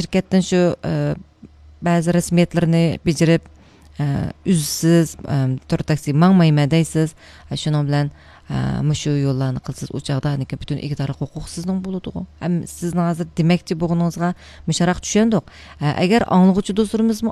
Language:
Uyghur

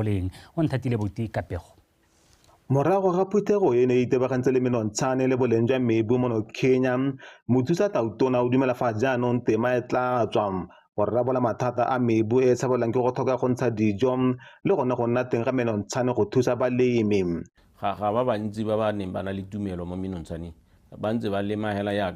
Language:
Tswana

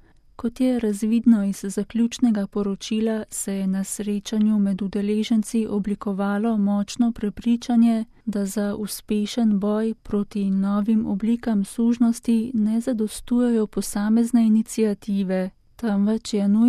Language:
Slovenian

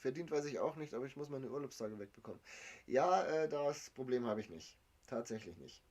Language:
Bavarian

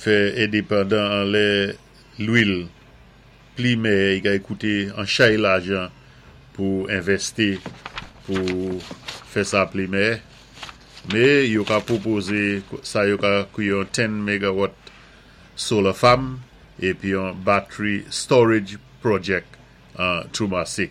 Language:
Saint Lucian Creole French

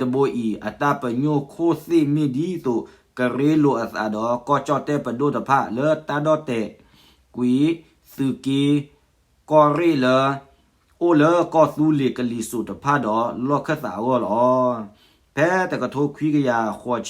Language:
S'gaw Karen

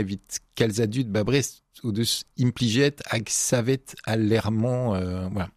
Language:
Breton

